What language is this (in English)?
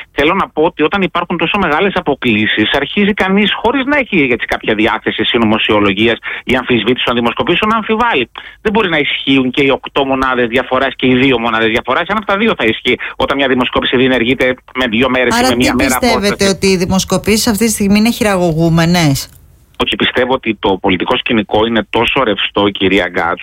Greek